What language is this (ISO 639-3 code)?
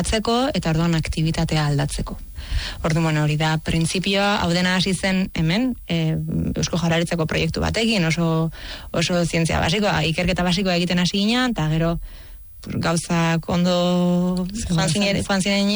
eus